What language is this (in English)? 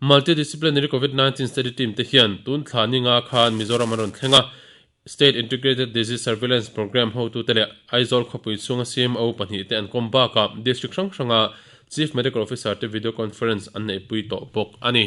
Mizo